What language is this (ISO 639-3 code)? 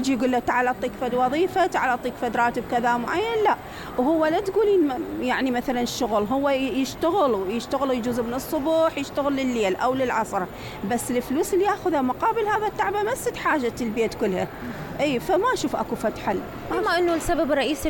acm